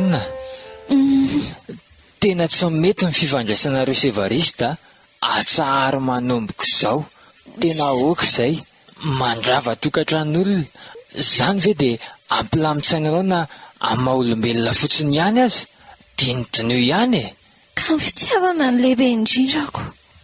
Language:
Malagasy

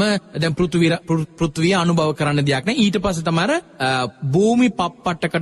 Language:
Sinhala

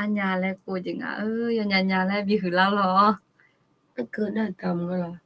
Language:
Akha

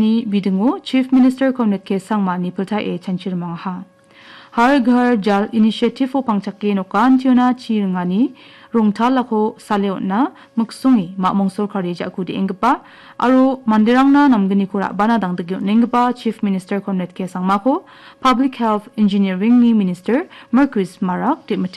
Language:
Garo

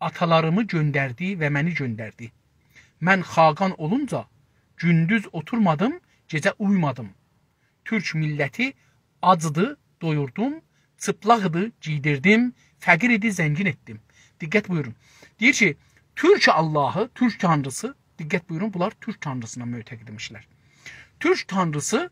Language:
South Azerbaijani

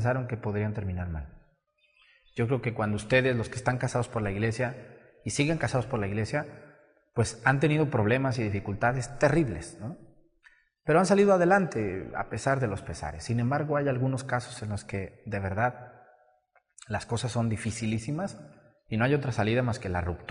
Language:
Spanish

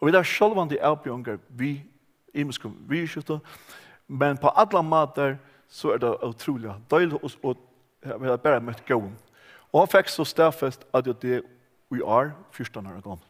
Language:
Faroese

